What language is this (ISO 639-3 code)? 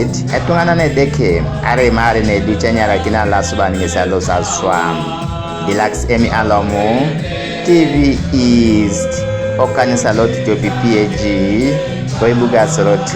teo